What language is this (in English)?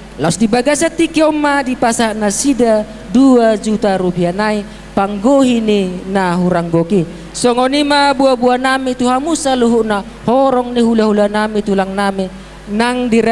Batak Toba